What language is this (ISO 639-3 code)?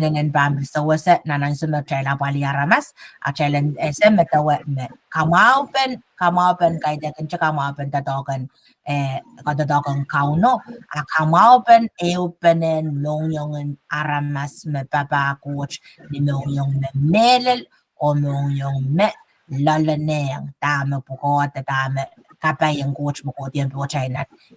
pon